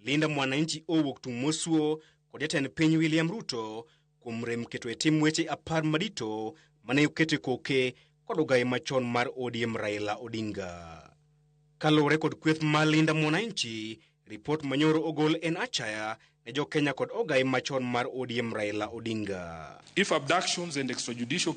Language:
Luo (Kenya and Tanzania)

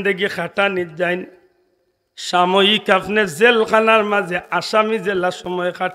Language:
Sylheti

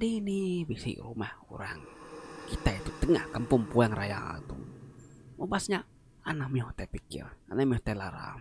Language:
Iban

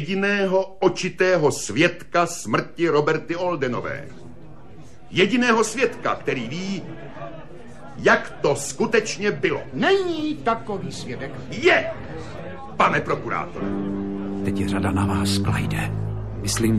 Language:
Czech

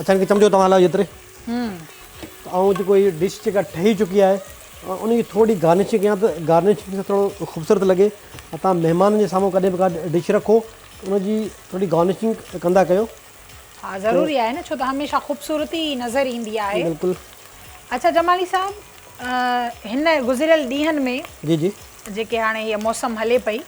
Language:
Sindhi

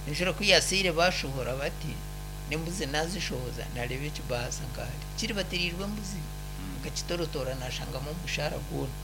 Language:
Nyankole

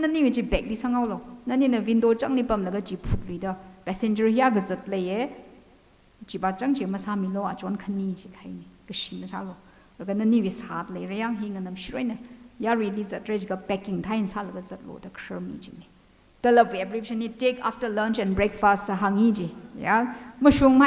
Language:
Tangkhul Naga (India)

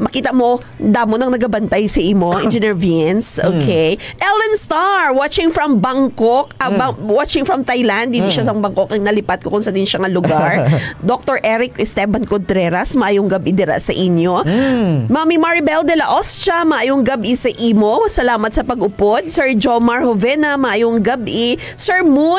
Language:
Hiligaynon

